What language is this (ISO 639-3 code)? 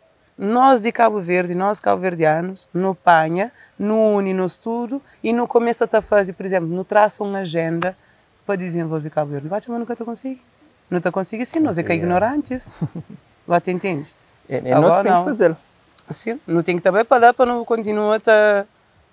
kea